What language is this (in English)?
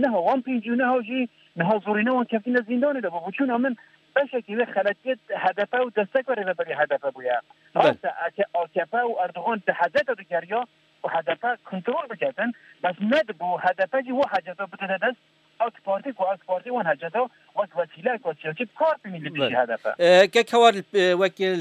Kurdish